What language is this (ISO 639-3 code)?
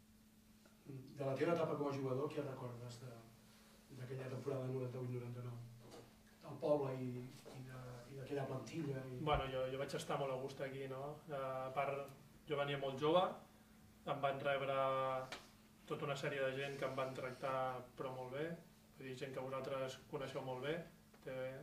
cat